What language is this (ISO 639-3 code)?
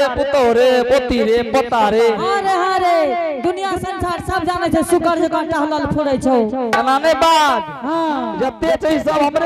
anp